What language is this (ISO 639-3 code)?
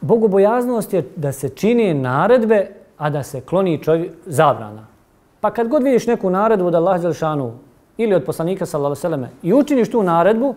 bos